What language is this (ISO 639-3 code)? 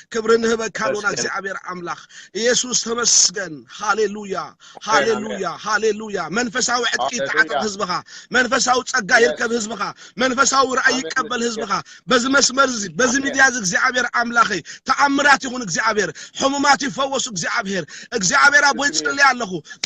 tir